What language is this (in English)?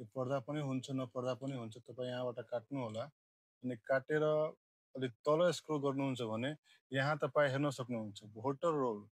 Nepali